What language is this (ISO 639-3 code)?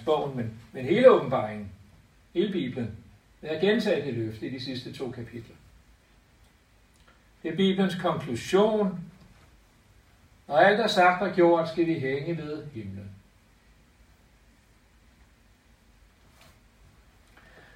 dan